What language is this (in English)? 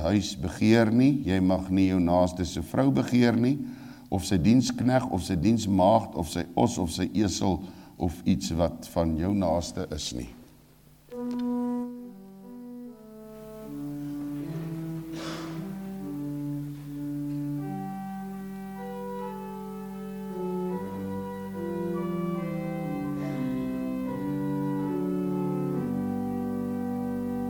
Afrikaans